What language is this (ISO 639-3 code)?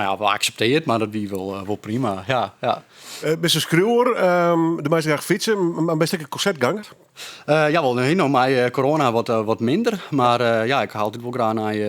fry